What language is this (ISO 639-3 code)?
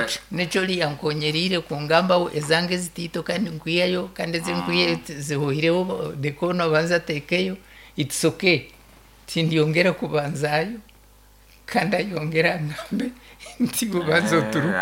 nyo